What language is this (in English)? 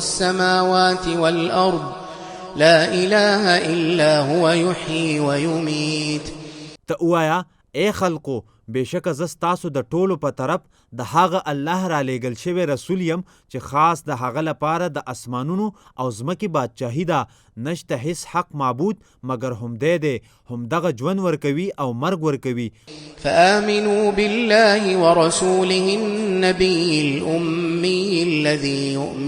Pashto